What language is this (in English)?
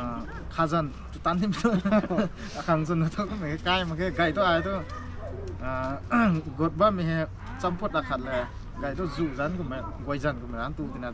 Rongmei Naga